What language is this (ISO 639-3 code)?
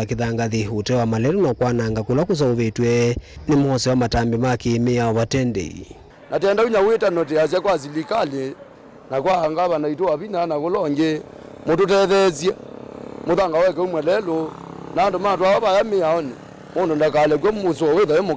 kam